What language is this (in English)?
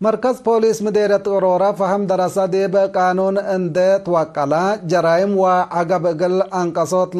Tigre